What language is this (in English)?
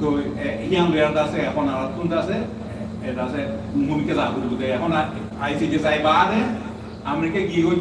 Rohingya